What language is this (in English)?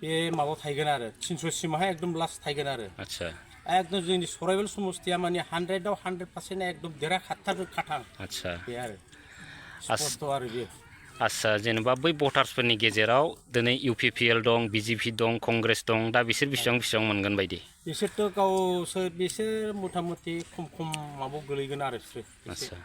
Bodo